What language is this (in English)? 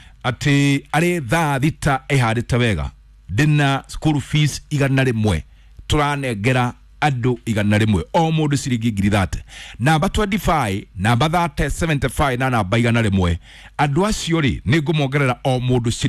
Kikuyu